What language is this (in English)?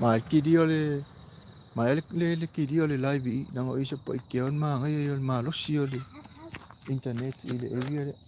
Samoan